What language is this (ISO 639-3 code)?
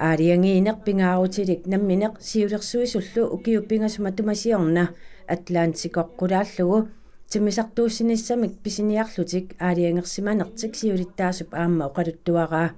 kal